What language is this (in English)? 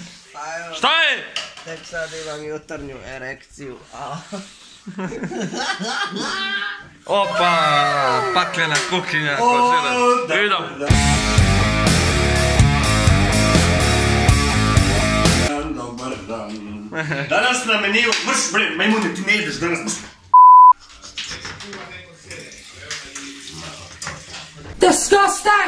Serbian